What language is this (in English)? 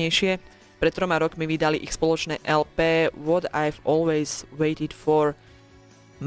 Slovak